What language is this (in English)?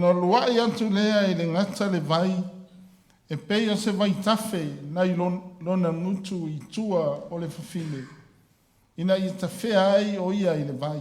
Samoan